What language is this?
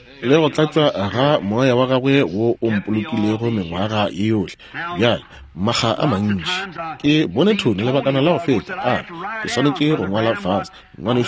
Northern Sotho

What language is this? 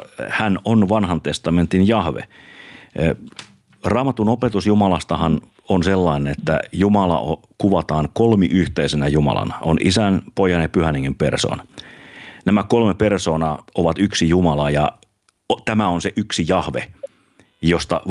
Finnish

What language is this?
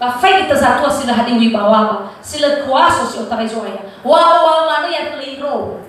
Nias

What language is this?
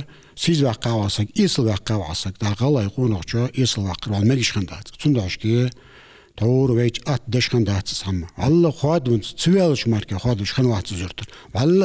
Ingush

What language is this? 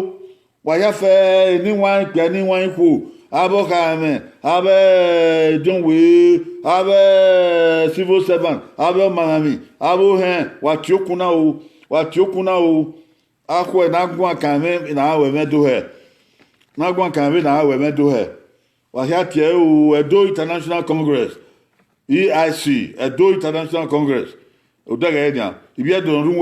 Bini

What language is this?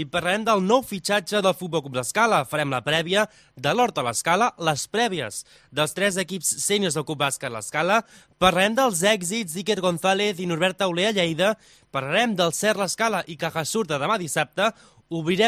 Catalan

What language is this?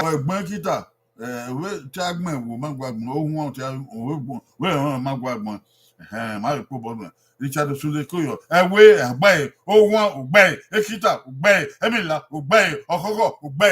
Bini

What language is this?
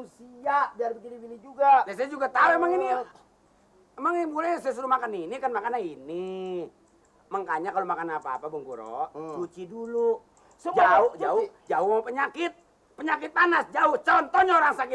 Betawi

